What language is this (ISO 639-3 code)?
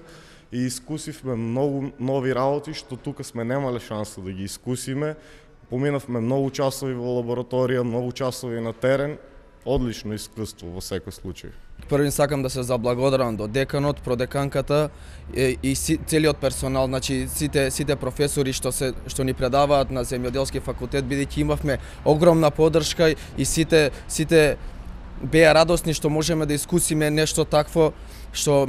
mkd